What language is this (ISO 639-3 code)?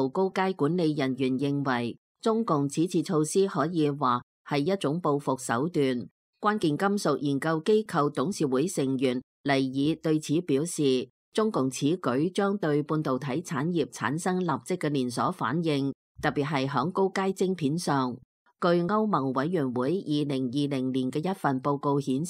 yue